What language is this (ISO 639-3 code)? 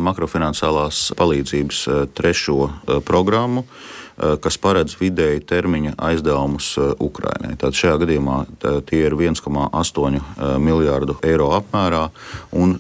lav